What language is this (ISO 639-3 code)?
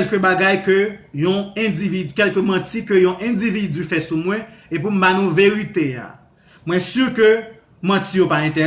hat